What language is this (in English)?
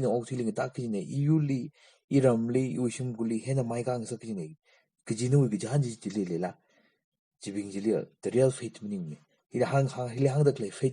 Tangkhul Naga (India)